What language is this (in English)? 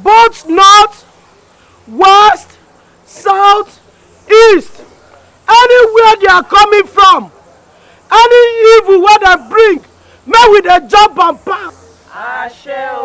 Nigerian Pidgin